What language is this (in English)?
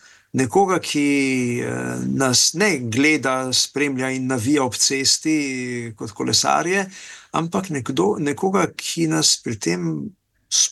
Slovenian